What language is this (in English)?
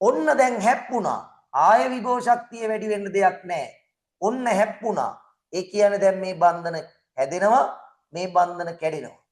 Sinhala